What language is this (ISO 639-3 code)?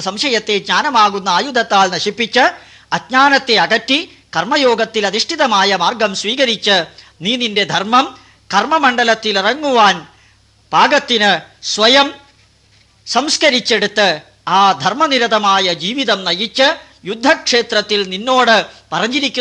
mal